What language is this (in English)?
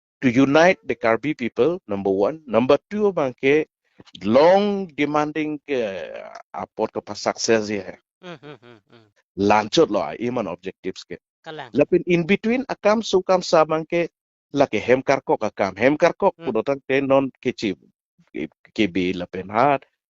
Karbi